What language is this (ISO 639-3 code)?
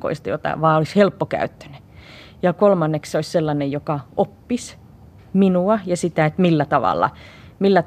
fin